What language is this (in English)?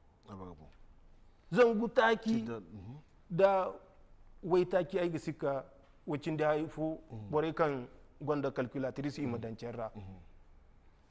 Zarma